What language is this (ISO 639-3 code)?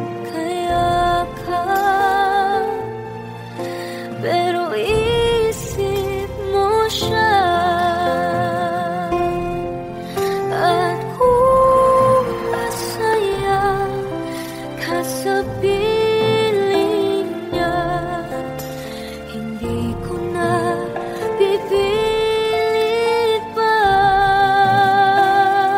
fil